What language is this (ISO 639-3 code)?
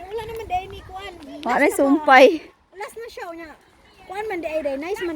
ceb